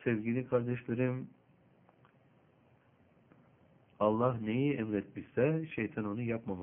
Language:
Turkish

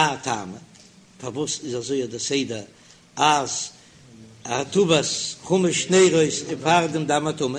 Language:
Yiddish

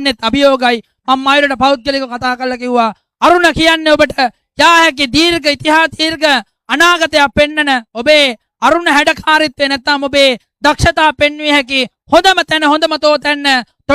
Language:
Sinhala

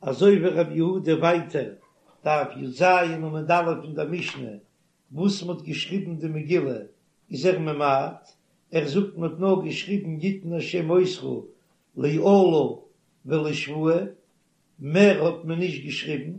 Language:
Yiddish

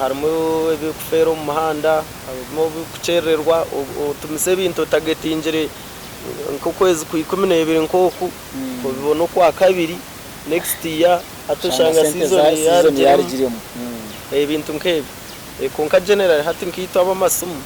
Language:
Nyankole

